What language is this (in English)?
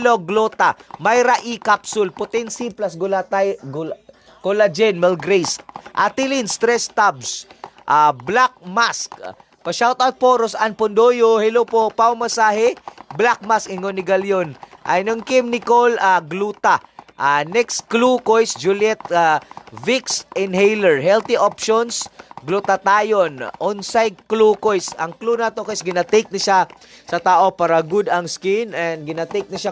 Cebuano